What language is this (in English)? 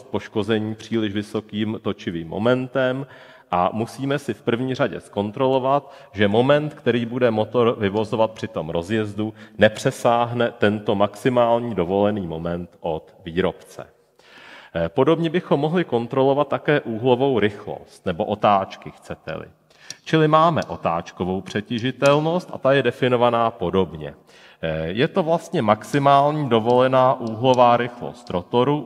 Czech